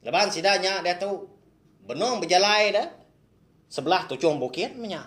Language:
Iban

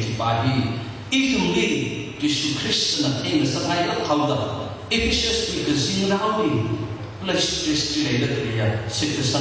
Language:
Tangkhul Naga (India)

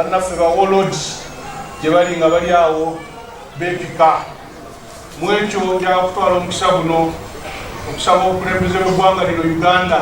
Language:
Ganda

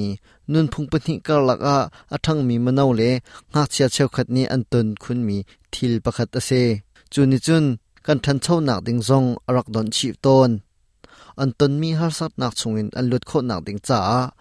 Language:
Hakha Chin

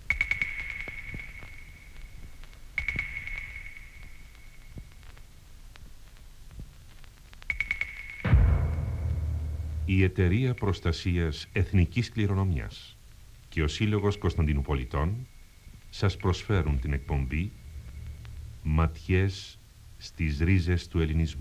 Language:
Greek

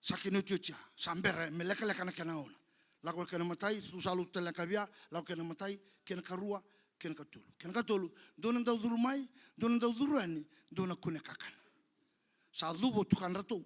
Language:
Fijian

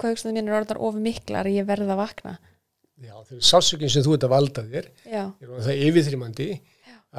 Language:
Icelandic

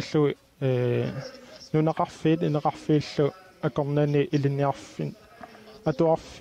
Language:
Kalaallisut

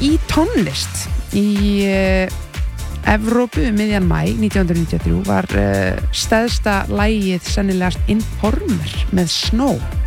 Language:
Icelandic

